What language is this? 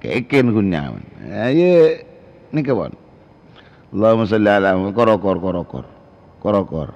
Madurese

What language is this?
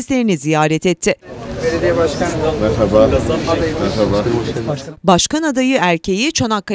Turkish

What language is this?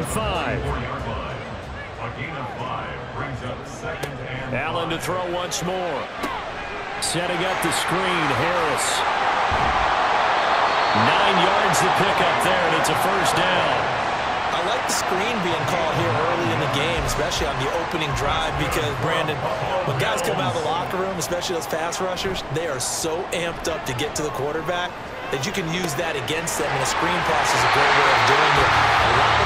English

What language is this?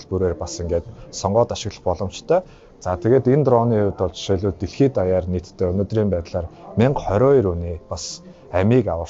Mongolian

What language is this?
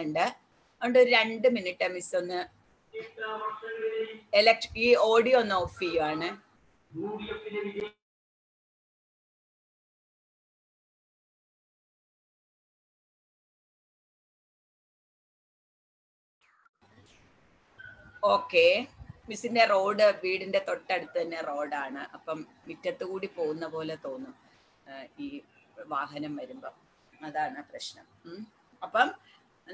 Malayalam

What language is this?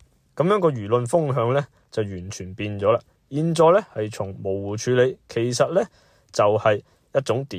Cantonese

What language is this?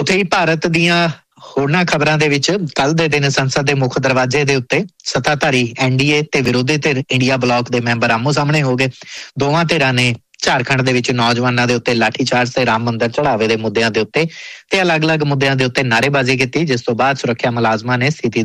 Punjabi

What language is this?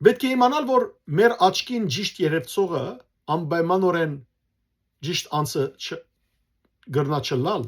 Western Armenian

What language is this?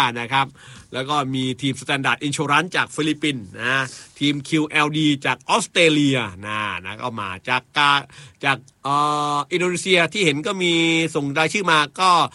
Thai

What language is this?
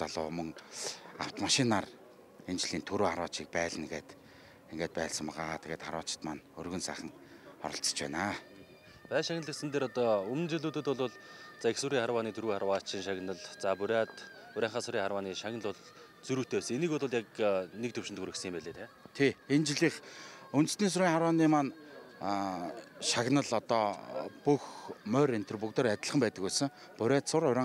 Mongolian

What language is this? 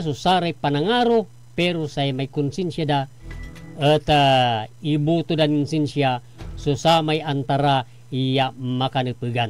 Pangasinan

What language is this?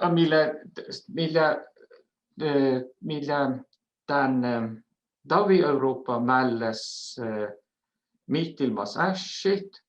Northern Sami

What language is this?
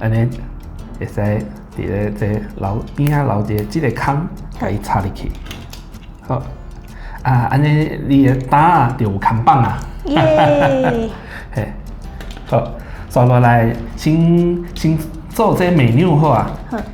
Min Nan Chinese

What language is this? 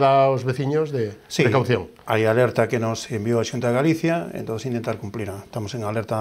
Galician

